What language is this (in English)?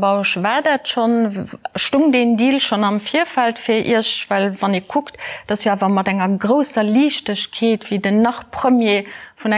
Luxembourgish